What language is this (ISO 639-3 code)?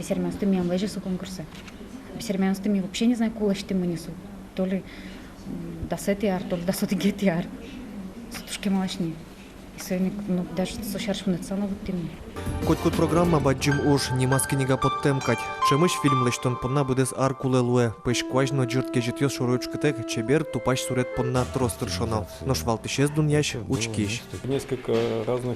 udm